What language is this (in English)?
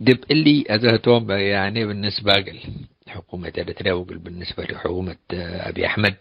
Tigre